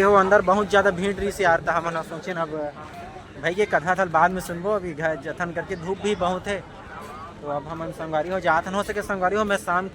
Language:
Chhattisgarhi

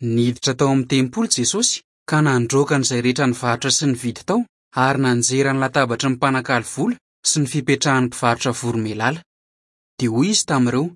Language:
Malagasy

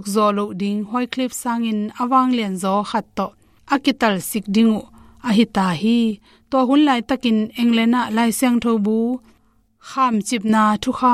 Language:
Tedim Chin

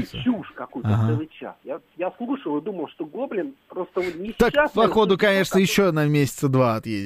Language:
Russian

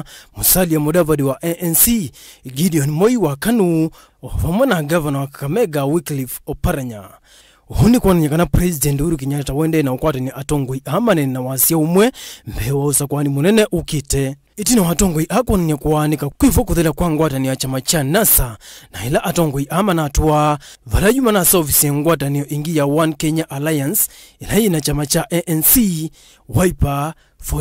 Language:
Kamba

